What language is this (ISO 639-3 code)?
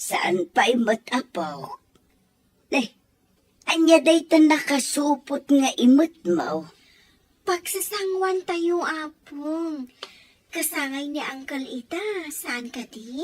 ilo